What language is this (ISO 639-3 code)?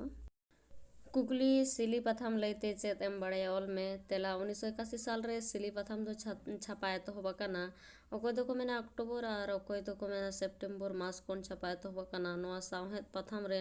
sat